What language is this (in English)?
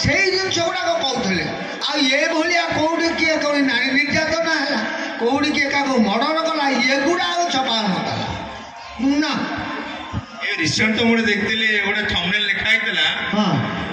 Odia